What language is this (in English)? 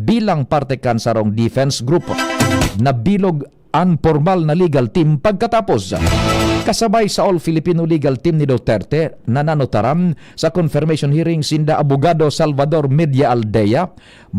Bikol